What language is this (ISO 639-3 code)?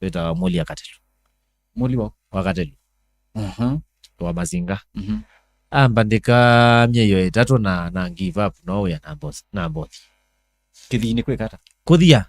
kam